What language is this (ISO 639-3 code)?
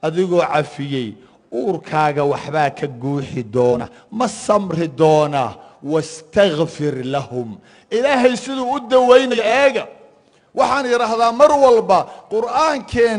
som